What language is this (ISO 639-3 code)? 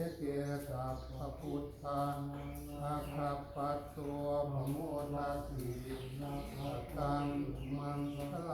pli